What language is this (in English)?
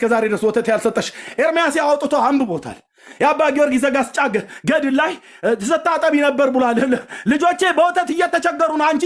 Amharic